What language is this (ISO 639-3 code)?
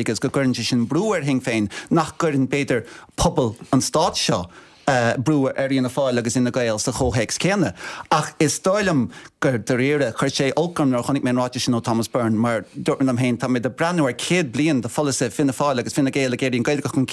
gle